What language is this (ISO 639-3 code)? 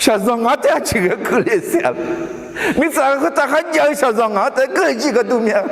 ahk